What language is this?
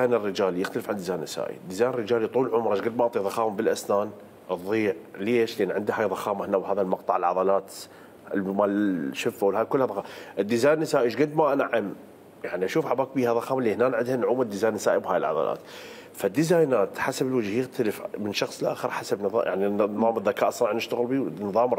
Mesopotamian Arabic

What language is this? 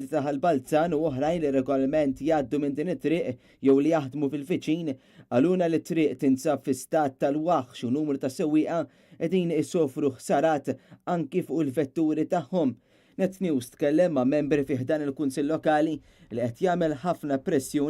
Maltese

